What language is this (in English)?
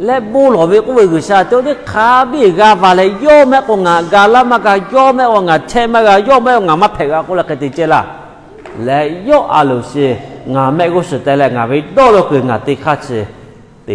Lahu